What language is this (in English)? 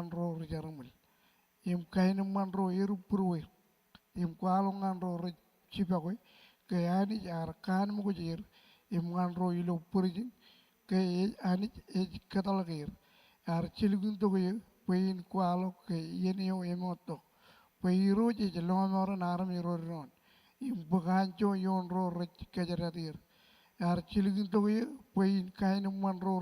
Marshallese